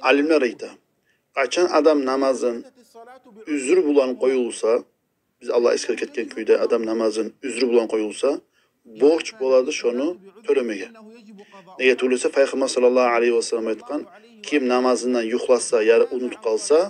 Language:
Kumyk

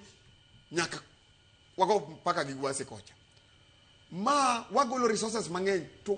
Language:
Luo (Kenya and Tanzania)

